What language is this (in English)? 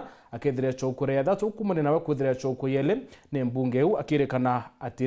Meru